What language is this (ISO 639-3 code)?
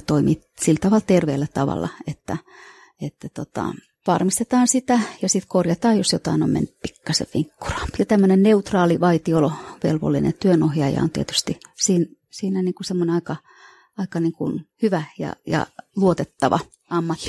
fin